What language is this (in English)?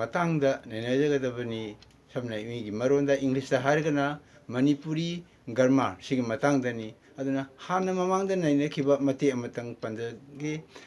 Manipuri